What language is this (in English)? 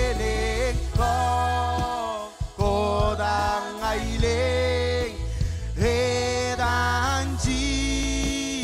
Marshallese